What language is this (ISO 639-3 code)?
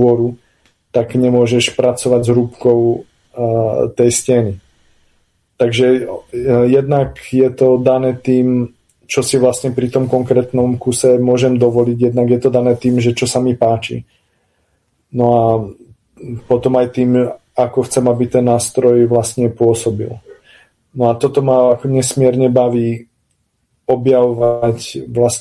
slk